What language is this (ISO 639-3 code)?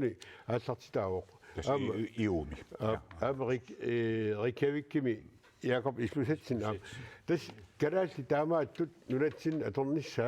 kal